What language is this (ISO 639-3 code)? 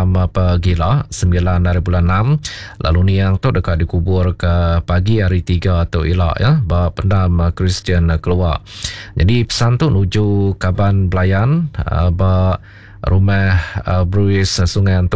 iba